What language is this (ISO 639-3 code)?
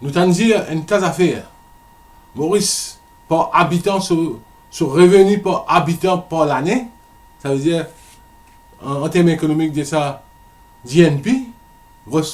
mfe